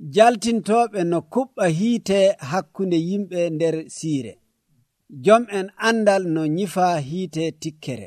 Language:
Nigerian Fulfulde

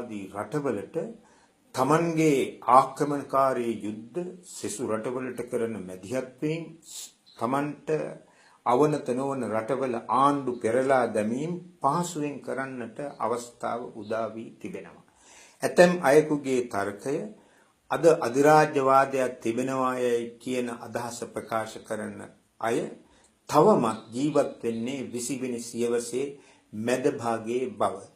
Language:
Sinhala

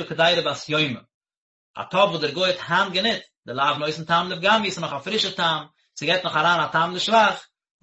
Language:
Yiddish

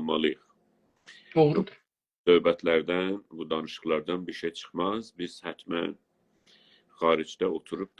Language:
South Azerbaijani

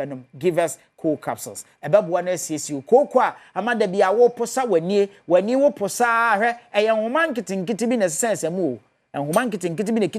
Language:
Akan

